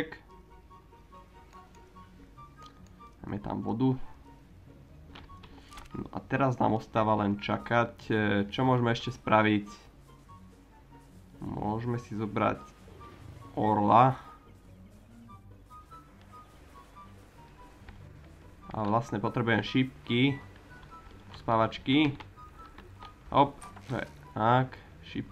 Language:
Slovak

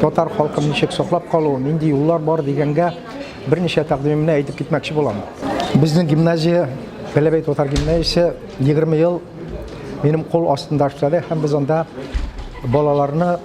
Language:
Tatar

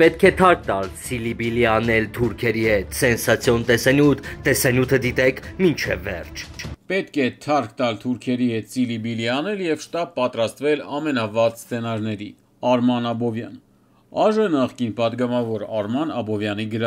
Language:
Armenian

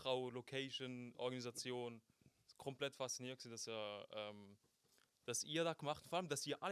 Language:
Swiss German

